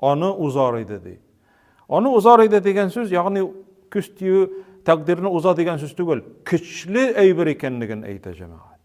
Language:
Tatar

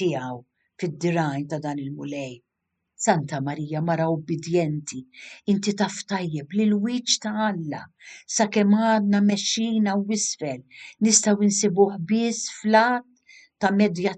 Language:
Maltese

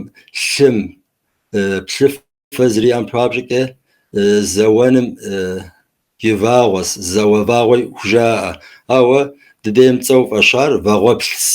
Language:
Kabardian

